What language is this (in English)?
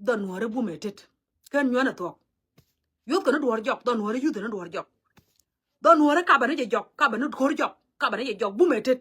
Nuer